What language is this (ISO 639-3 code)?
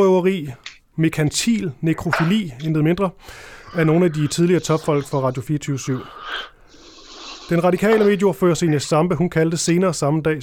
dan